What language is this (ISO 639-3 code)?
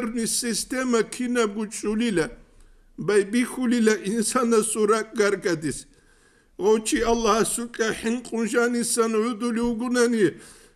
ava